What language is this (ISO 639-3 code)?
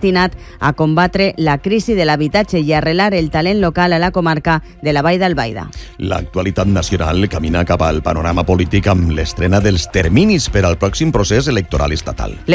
cat